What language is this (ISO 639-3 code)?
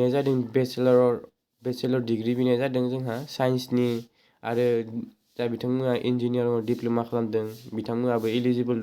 brx